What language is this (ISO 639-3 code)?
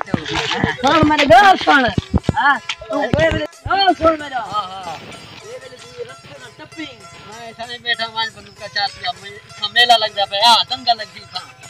skr